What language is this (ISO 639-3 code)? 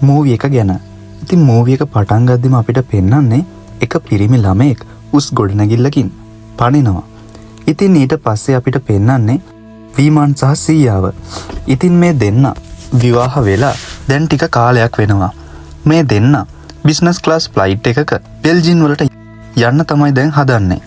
sin